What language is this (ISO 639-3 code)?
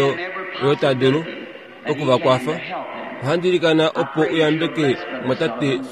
kua